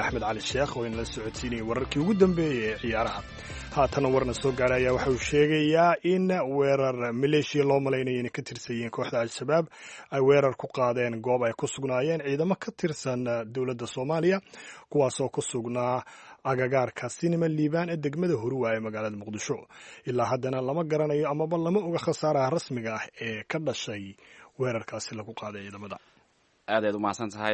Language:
Somali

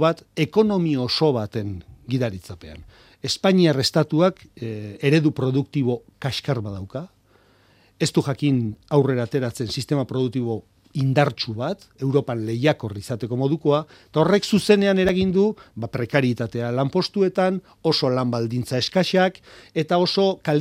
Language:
Basque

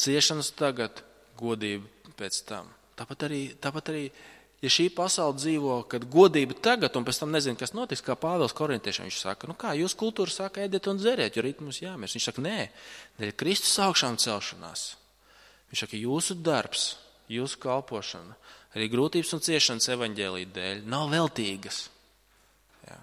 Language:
Latvian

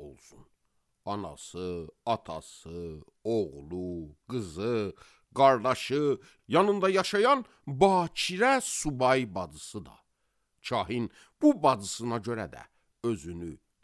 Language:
Azerbaijani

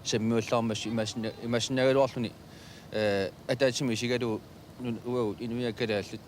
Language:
Kalaallisut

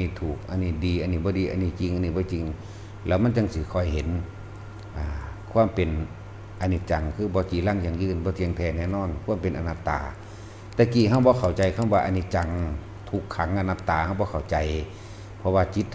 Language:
Northeastern Thai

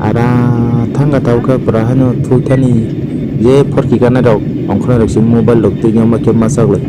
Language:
Kok Borok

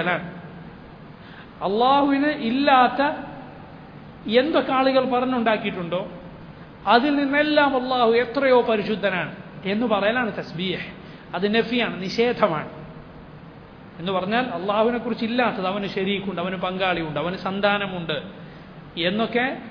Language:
Malayalam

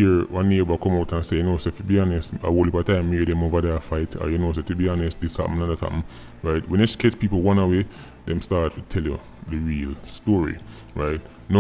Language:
Jamaican Creole English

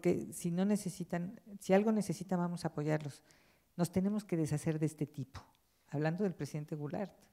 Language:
Spanish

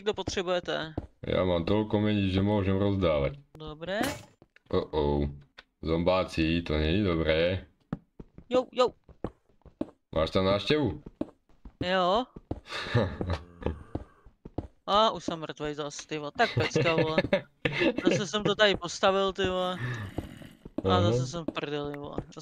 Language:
Czech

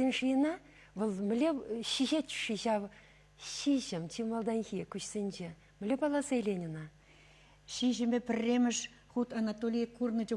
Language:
Chuvash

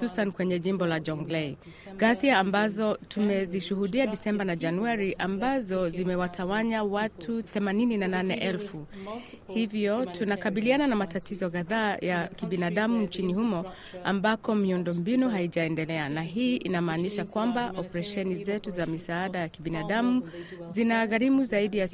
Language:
Swahili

